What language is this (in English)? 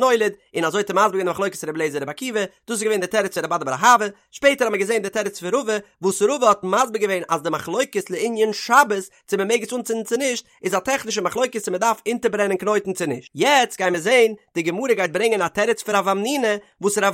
Yiddish